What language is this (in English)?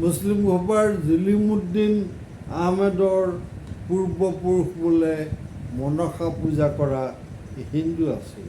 Assamese